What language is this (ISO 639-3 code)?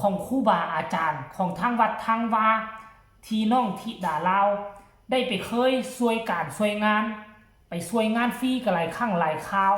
tts